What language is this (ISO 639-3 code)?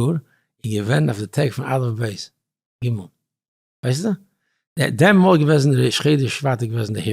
yid